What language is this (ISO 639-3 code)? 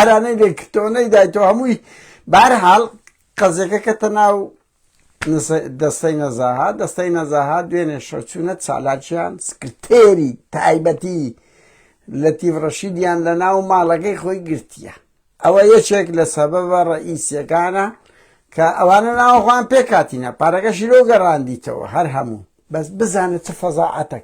ckb